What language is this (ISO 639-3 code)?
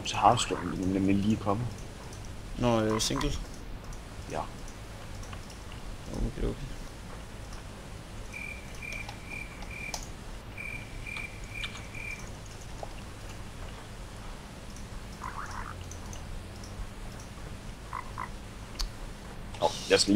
dan